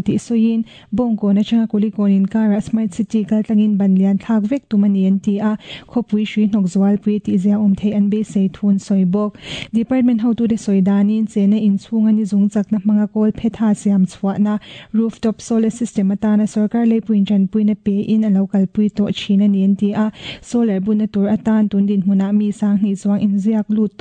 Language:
Mizo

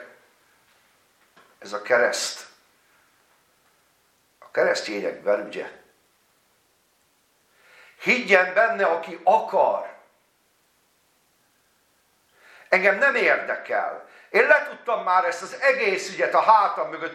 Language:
Hungarian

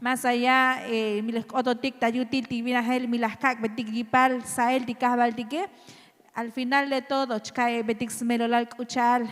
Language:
Tzotzil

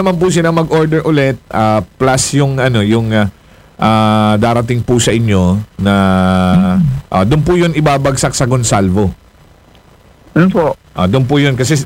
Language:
Filipino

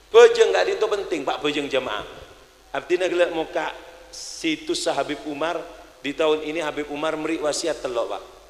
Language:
Madurese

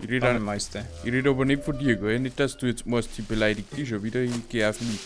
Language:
Bavarian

